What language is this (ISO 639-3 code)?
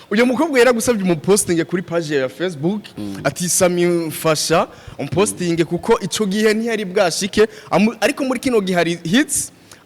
run